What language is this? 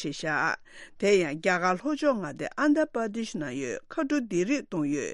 Tibetan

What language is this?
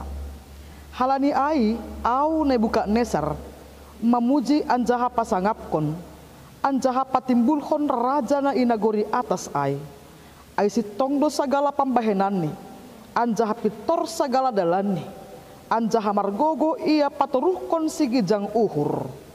Batak Simalungun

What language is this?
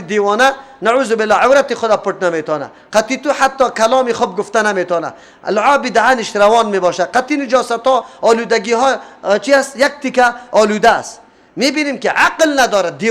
Persian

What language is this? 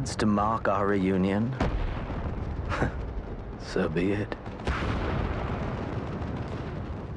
English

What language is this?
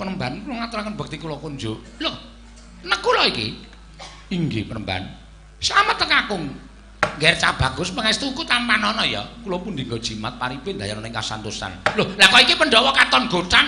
Javanese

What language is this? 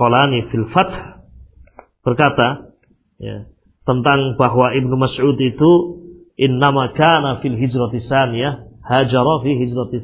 Indonesian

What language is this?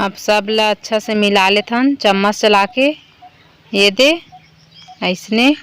Chhattisgarhi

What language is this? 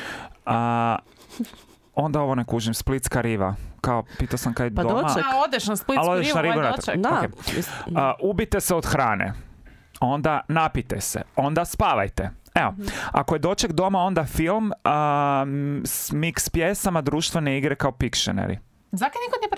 Croatian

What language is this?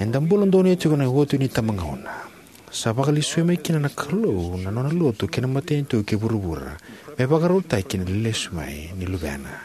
Fijian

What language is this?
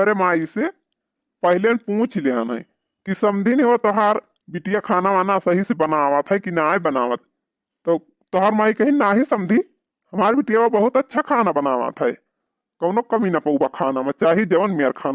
Awadhi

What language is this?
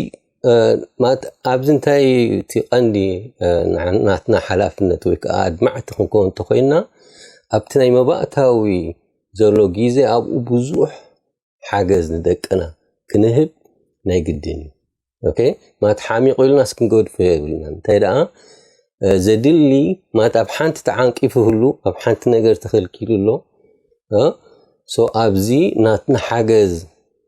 Tigrinya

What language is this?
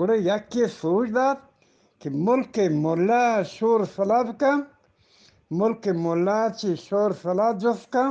Eastern Balochi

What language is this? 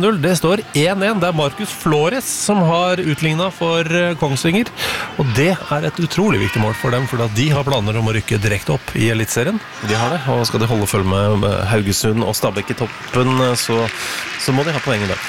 Norwegian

